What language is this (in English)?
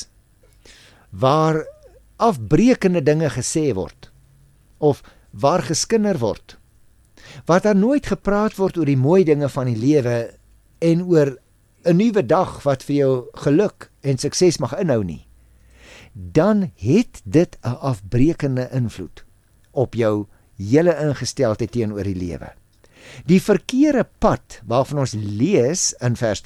Afrikaans